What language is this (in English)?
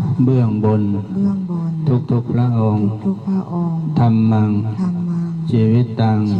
Pali